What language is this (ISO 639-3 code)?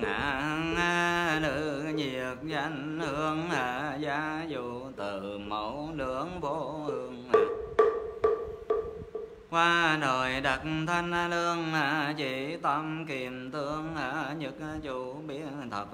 vie